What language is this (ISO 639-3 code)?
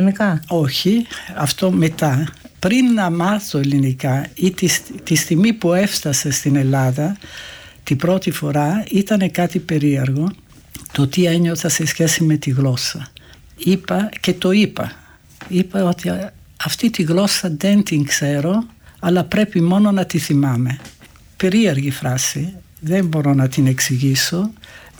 ell